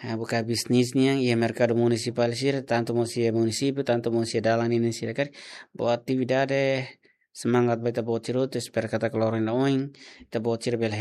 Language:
Tetum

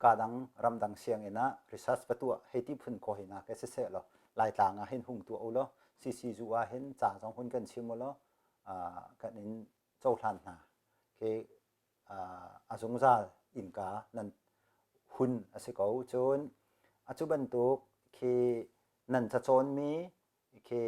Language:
Hakha Chin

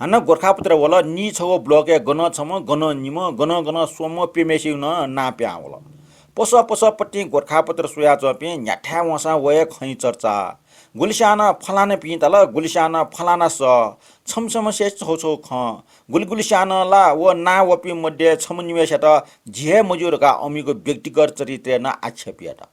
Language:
Newari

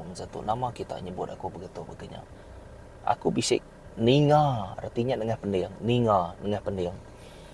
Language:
Iban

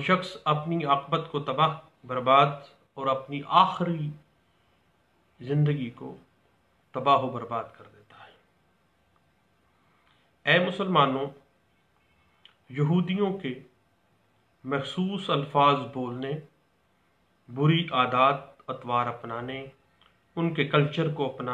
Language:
Urdu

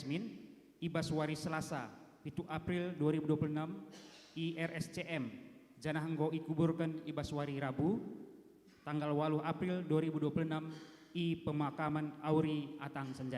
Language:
Batak Karo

